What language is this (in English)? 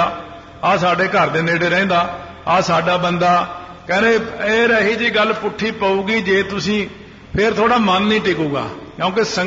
Punjabi